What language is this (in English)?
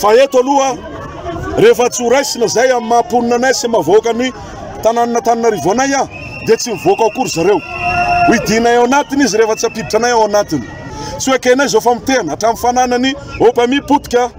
Malagasy